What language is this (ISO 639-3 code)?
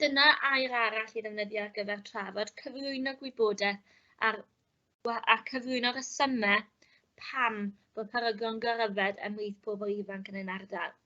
cym